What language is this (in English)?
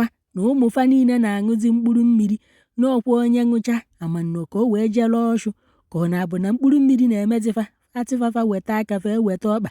Igbo